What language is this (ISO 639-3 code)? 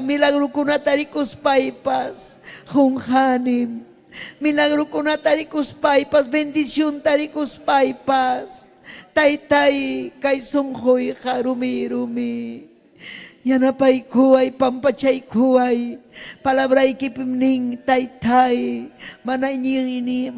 quy